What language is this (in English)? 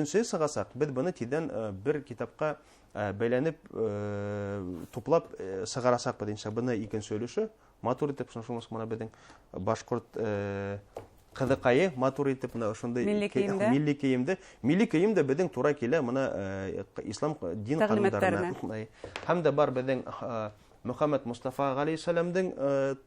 Bashkir